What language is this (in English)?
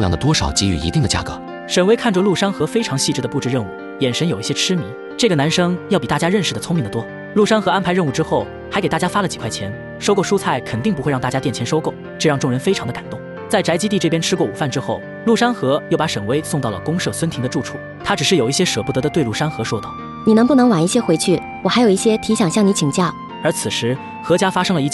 Chinese